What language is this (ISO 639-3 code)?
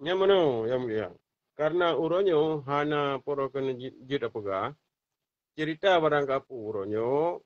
ace